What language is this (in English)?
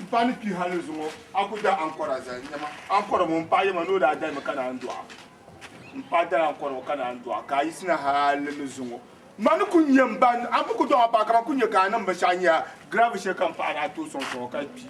Dagbani